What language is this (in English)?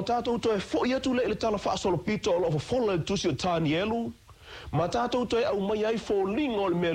Samoan